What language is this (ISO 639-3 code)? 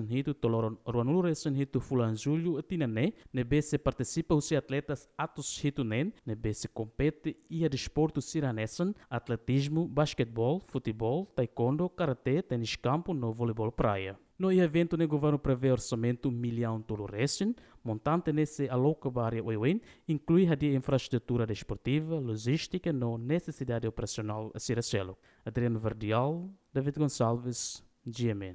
tet